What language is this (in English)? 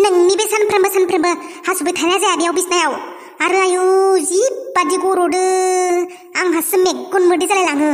Bodo